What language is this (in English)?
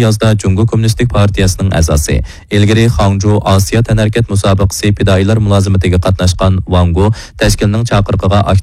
Uyghur